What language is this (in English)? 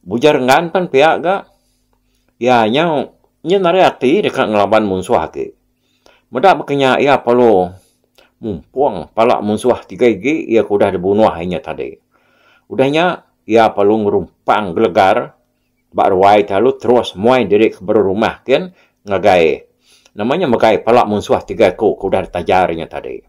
Iban